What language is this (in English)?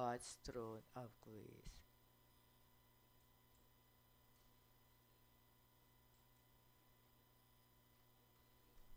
English